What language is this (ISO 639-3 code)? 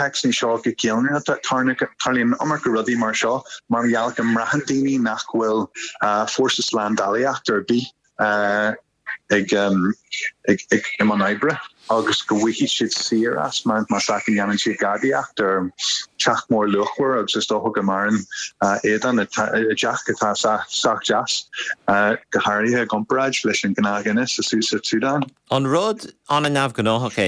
gle